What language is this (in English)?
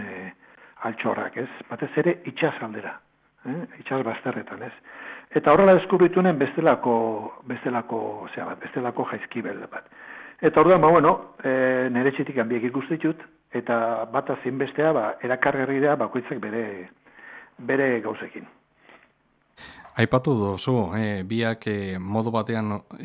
Basque